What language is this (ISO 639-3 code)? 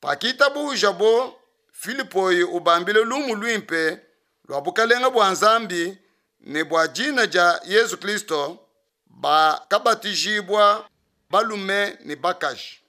lua